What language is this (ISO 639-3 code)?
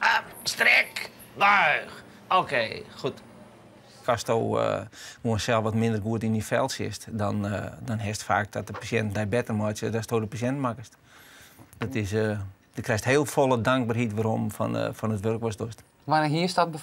fry